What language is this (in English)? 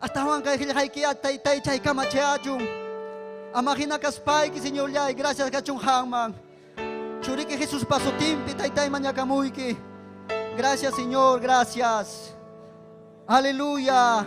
Ayacucho Quechua